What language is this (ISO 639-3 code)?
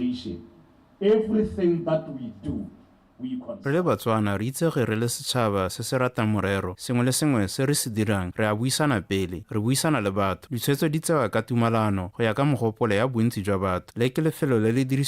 tsn